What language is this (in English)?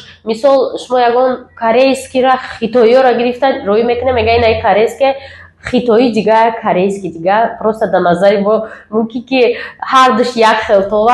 Tajik